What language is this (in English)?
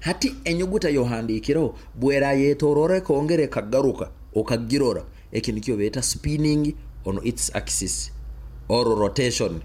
Nyoro